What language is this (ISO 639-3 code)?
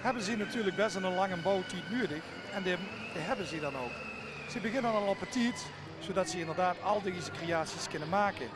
lim